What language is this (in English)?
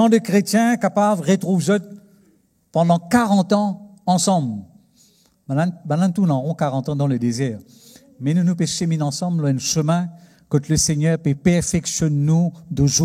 Morisyen